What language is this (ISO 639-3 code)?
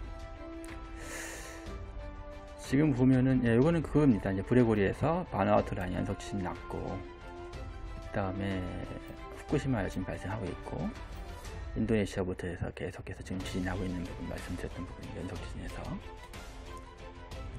kor